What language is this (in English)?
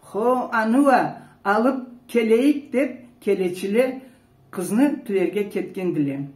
Karachay-Balkar